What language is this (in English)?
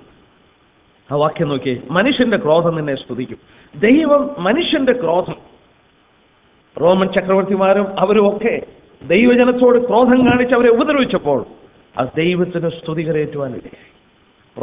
Malayalam